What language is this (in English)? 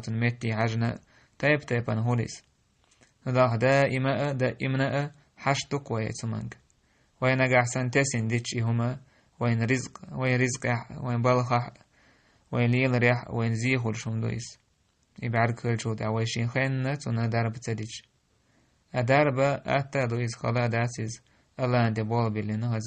Chechen